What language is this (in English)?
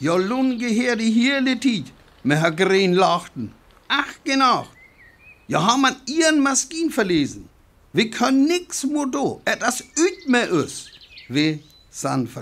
Northern Frisian